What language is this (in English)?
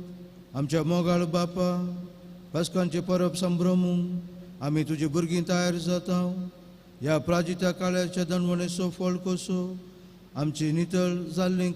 Konkani